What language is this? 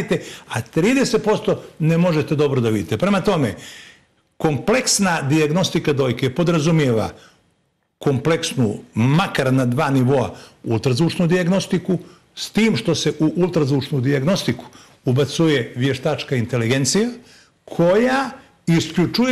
Serbian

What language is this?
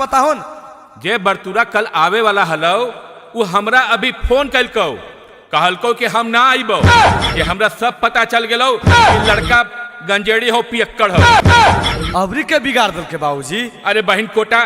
Magahi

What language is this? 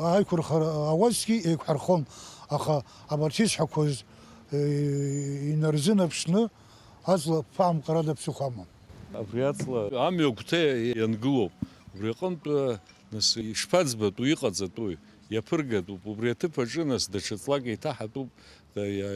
Abkhazian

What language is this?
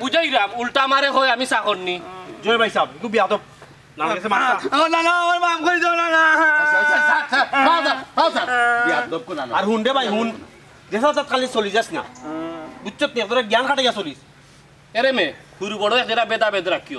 Sylheti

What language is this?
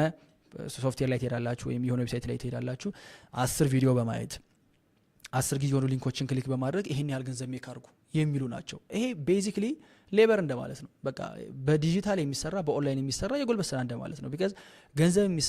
Amharic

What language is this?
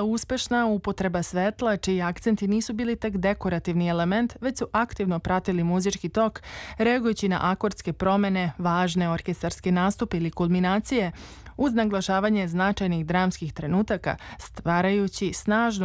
Serbian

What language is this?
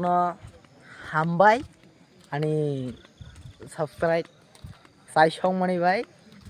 Kok Borok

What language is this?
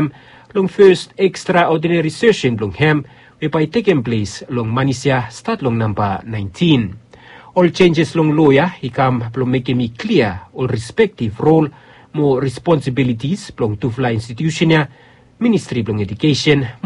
Bislama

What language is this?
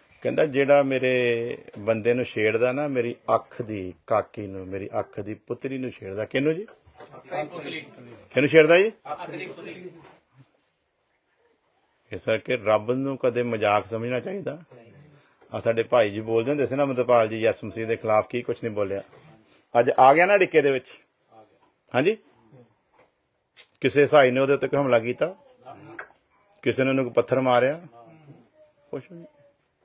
Punjabi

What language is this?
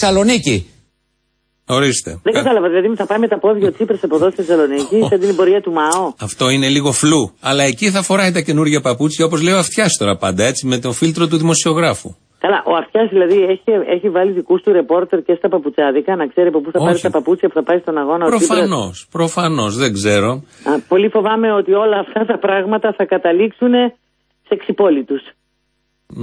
Greek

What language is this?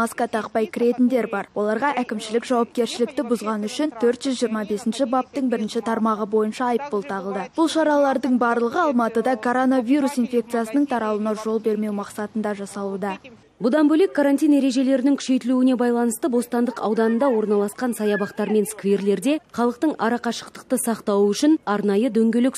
Kazakh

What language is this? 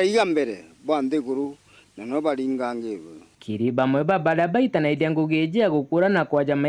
Meru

